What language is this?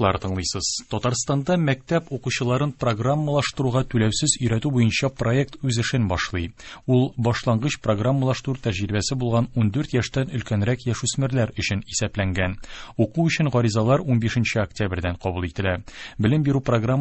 Tatar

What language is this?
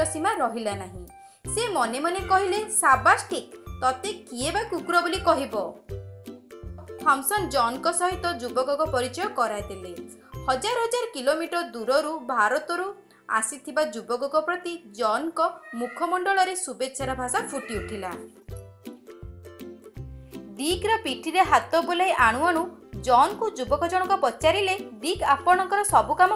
Odia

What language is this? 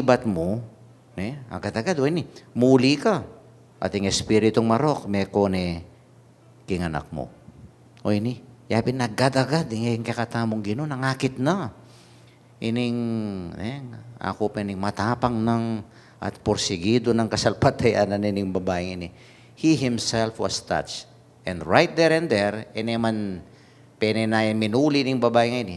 Pampanga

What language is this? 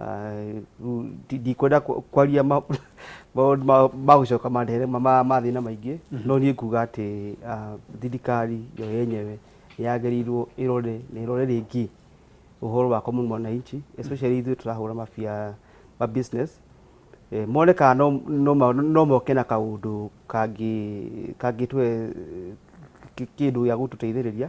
Kikuyu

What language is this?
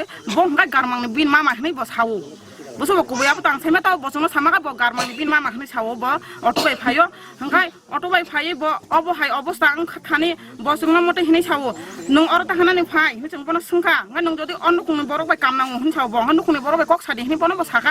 Kok Borok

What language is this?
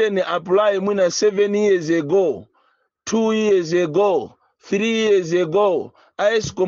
Nyanja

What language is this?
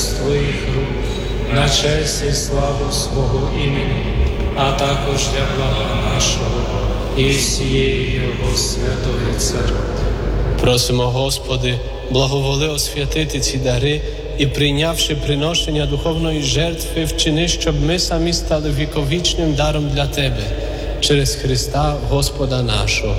Ukrainian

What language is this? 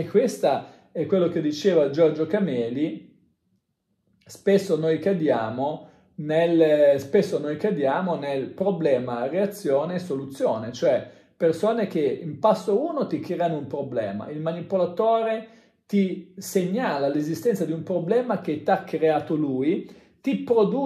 Italian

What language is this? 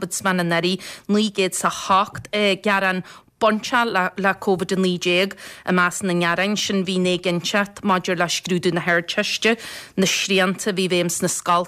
Irish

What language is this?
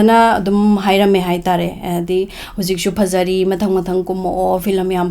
Manipuri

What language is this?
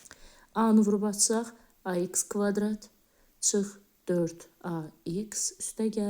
Azerbaijani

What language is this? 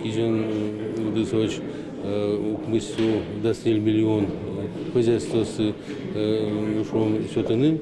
Udmurt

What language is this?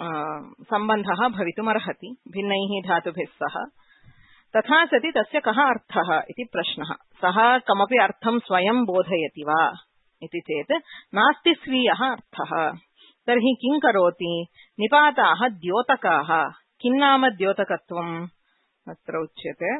Sanskrit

